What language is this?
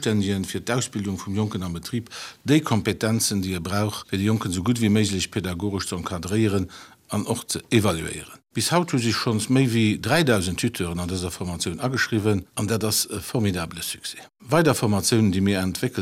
Luxembourgish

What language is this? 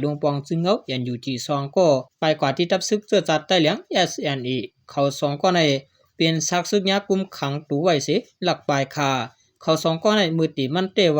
Shan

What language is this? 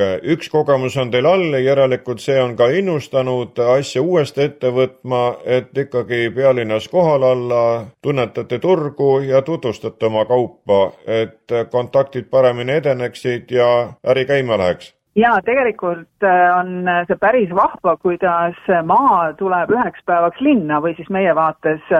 Estonian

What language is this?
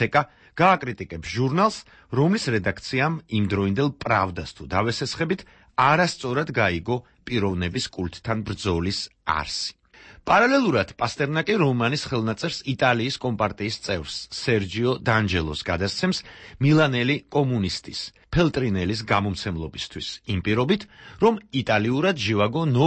Georgian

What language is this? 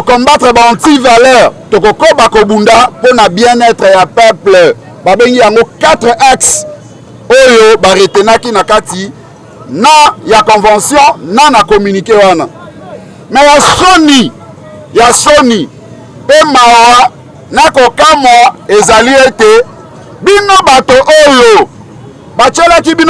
Lingala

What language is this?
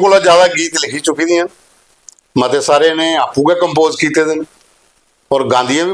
Dogri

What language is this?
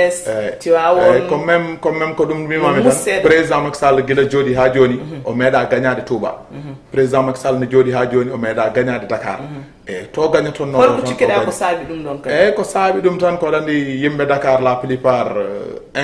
Fula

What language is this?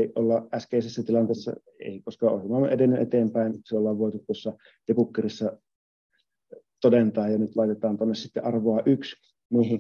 Finnish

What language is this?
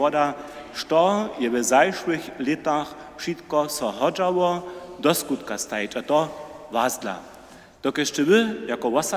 Upper Sorbian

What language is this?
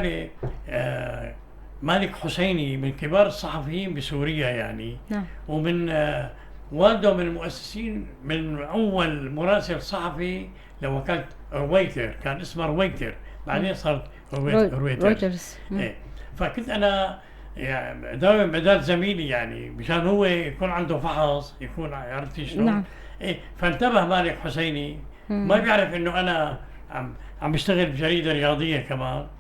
North Levantine Arabic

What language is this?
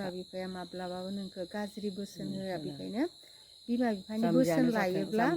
Bodo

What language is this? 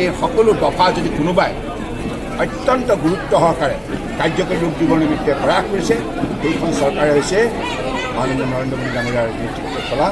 Assamese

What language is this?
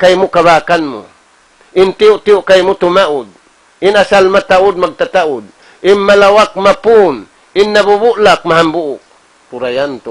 Tausug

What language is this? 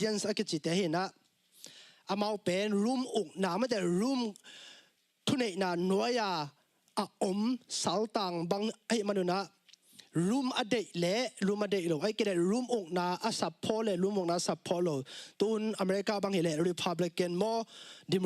Tedim Chin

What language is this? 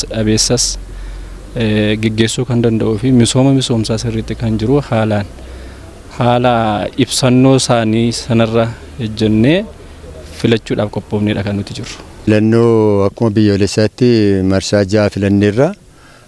Oromo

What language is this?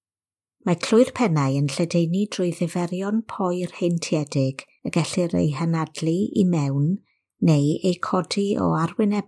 Welsh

